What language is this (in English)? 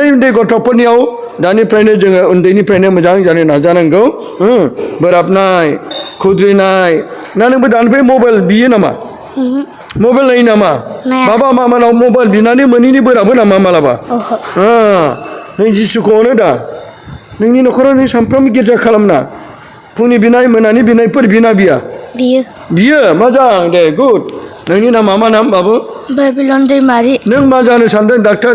Bodo